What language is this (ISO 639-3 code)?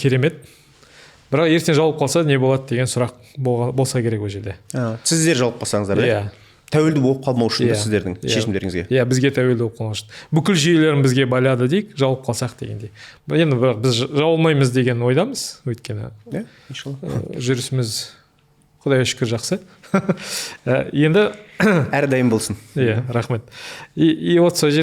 kaz